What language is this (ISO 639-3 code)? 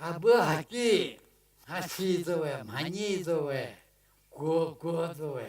njm